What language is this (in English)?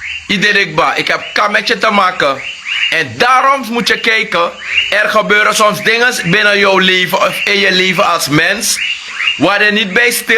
Sranan Tongo